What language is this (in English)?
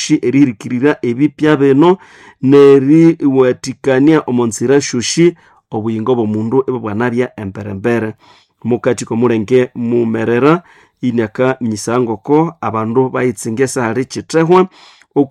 Nande